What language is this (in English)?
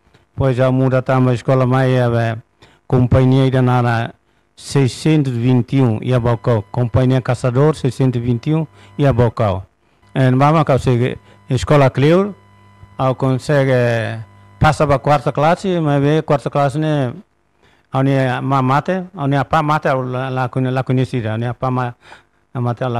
Tetum